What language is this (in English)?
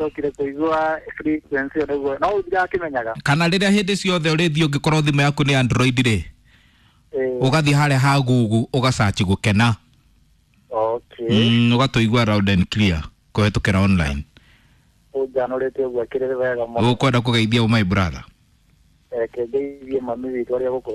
Kikuyu